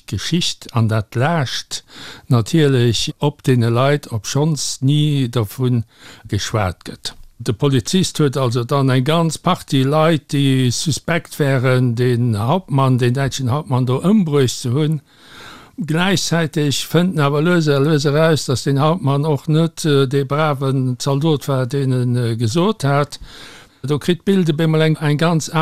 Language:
Luxembourgish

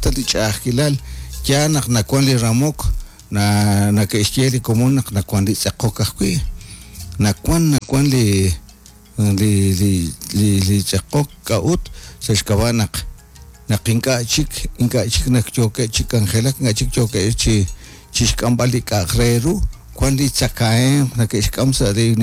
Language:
Kekchí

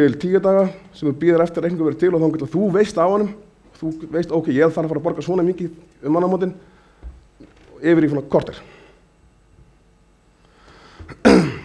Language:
Icelandic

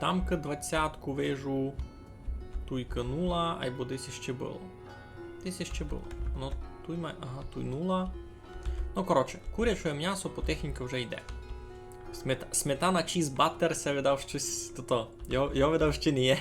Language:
Rusyn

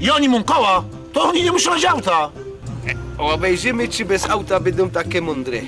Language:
Silesian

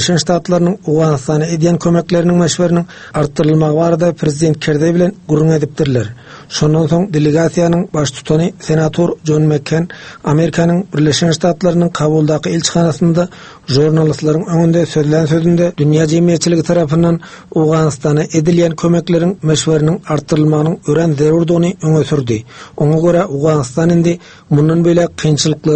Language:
Turkmen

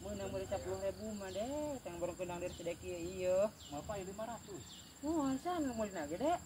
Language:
Sundanese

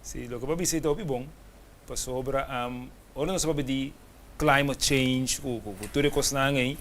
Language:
Papiamento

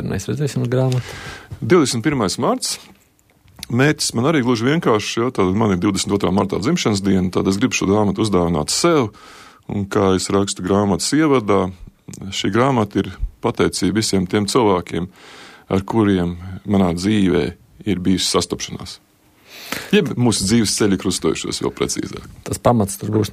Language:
Latvian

